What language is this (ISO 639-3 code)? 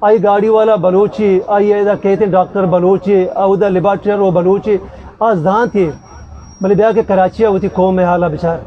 bgp